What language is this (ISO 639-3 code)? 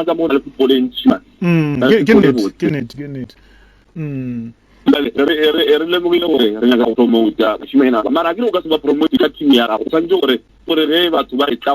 nso